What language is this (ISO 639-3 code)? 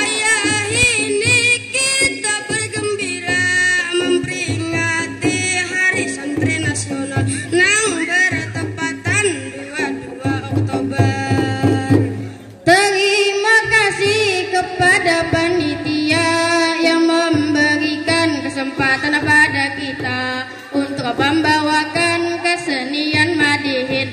bjn